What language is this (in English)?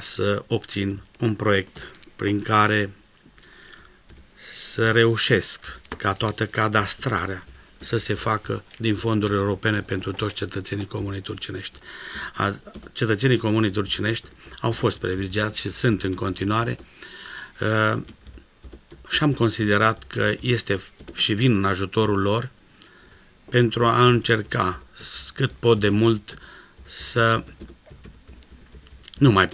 Romanian